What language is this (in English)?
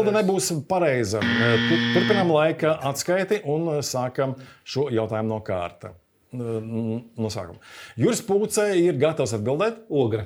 Latvian